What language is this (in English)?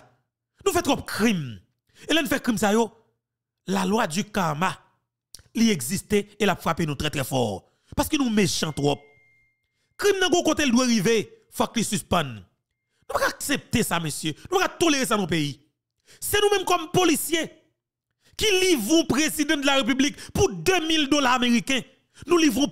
French